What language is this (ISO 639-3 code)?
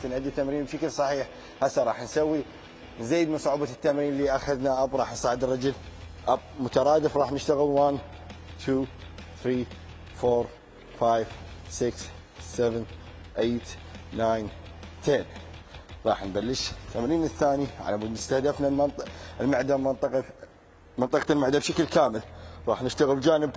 acm